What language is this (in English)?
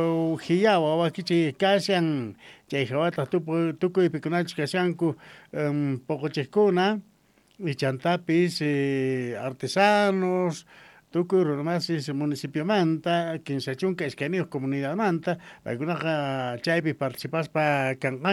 South Bolivian Quechua